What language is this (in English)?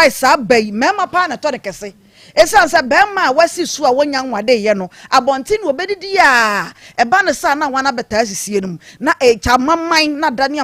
Akan